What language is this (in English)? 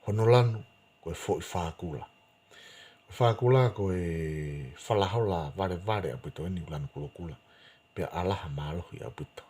Tongan